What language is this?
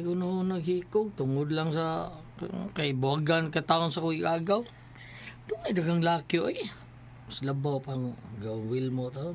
Cebuano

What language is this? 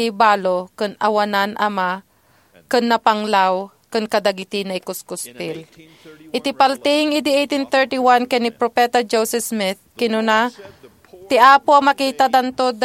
Iloko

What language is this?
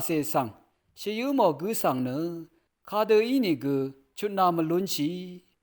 Rawang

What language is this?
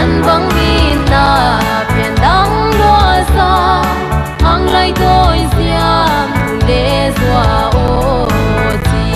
Paite Chin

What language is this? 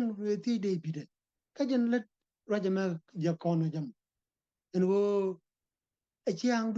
Nuer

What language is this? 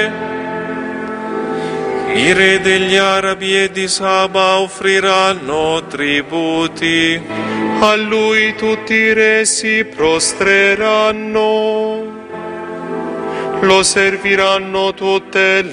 Italian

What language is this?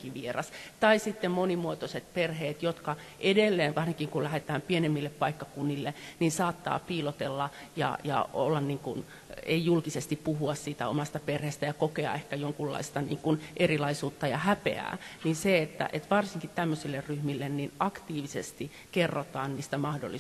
Finnish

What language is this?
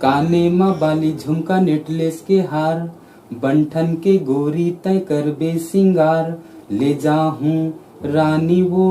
Chhattisgarhi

